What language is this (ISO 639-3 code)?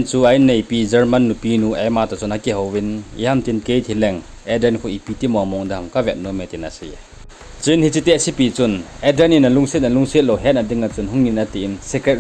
tcz